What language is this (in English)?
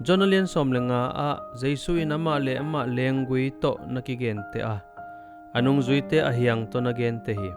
Tedim Chin